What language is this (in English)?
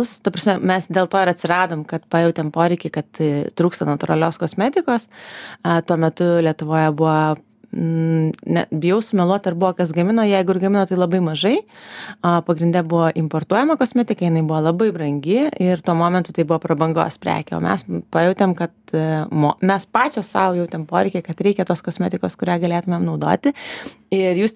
Lithuanian